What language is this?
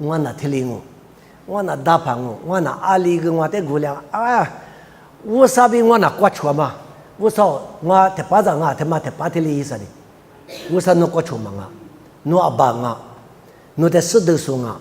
Lisu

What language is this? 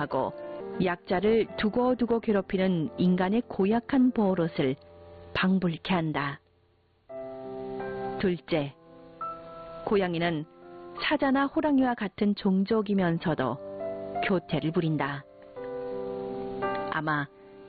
Korean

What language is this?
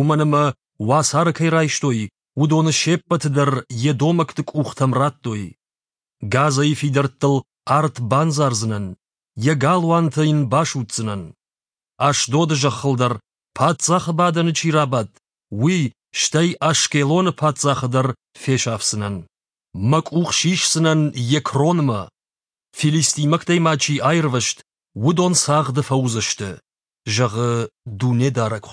Ossetic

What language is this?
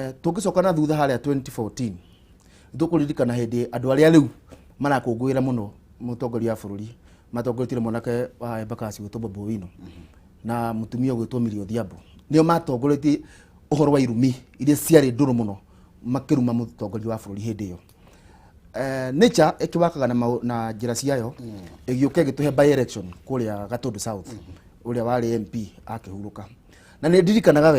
Kikuyu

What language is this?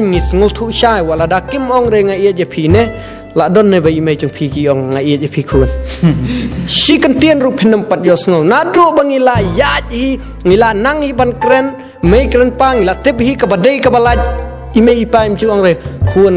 Khasi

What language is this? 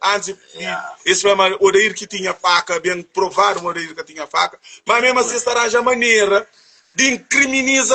Kabuverdianu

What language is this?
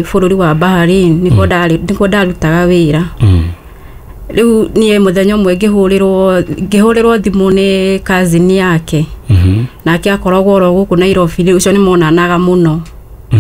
Kikuyu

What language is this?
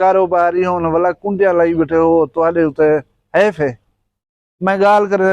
Saraiki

